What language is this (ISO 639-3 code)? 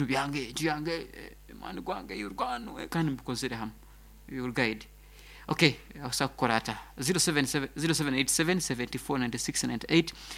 nyo